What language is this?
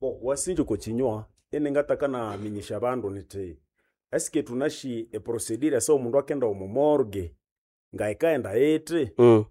Nande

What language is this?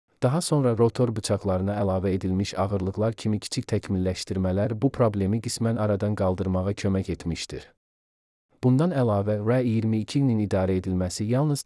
Azerbaijani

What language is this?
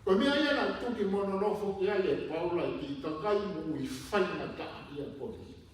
Tongan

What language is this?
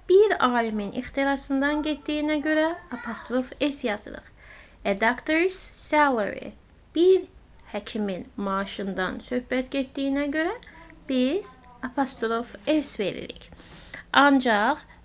Azerbaijani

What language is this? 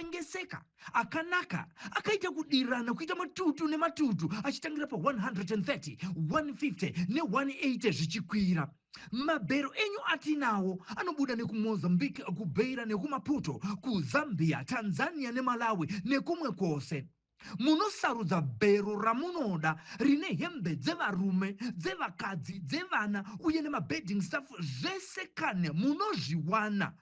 Shona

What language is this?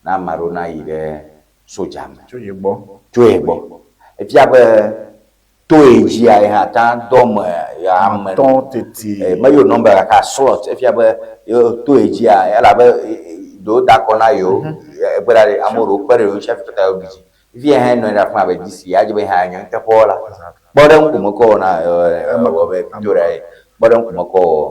Ewe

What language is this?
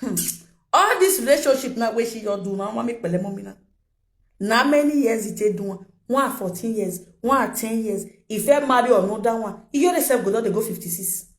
Nigerian Pidgin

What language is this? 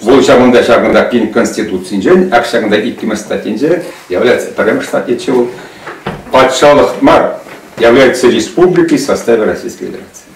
Chuvash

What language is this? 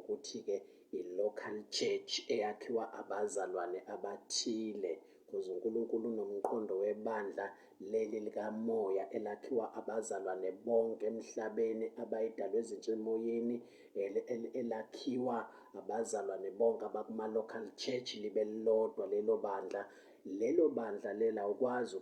Zulu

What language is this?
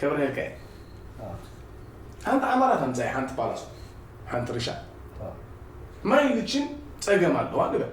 Tigrinya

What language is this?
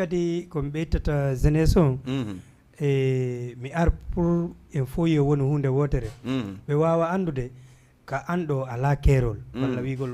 Fula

